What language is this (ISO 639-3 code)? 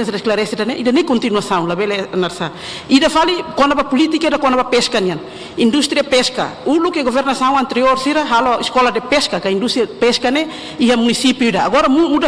tet